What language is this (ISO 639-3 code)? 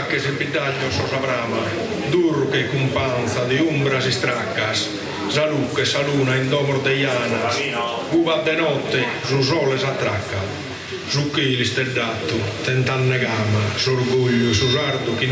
srd